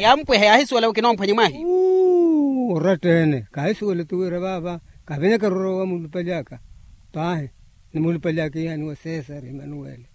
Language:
Makhuwa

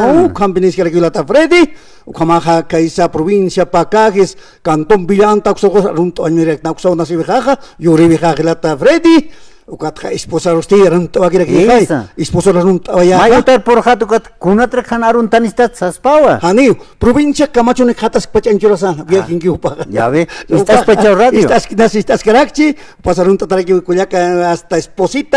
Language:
Aymara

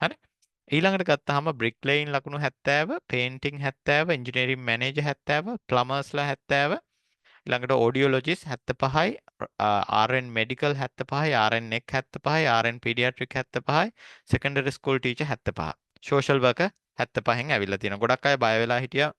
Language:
Sinhala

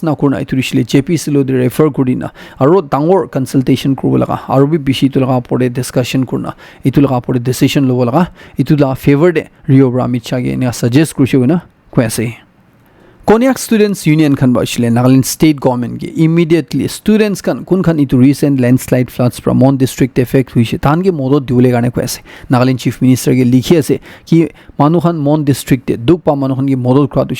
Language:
Naga Pidgin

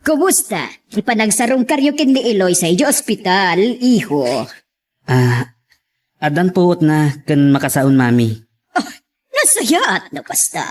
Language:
Iloko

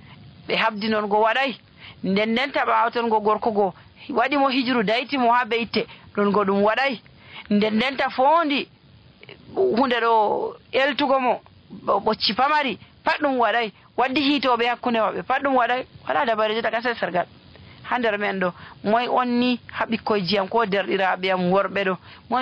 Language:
Nigerian Fulfulde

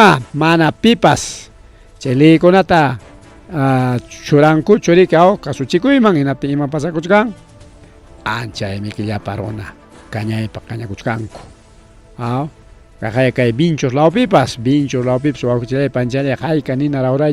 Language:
Ayacucho Quechua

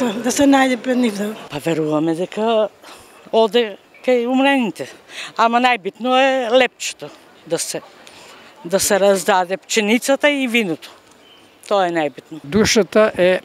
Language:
Macedonian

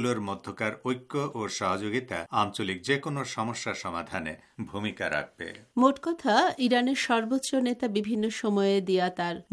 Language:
Bangla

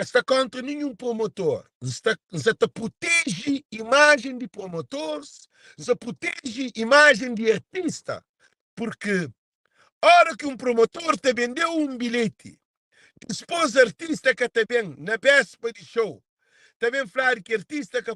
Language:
Kabuverdianu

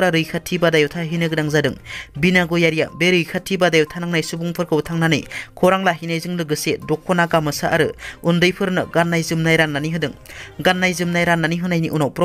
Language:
Bodo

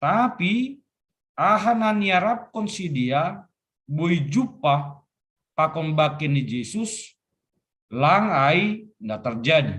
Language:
Batak Simalungun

